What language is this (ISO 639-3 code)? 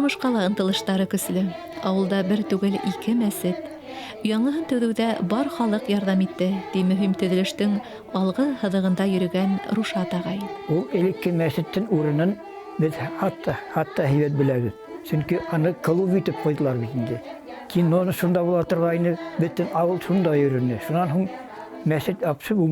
bak